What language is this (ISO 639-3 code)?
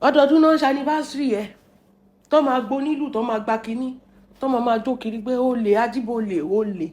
yor